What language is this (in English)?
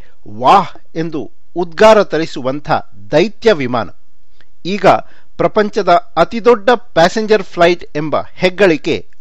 Kannada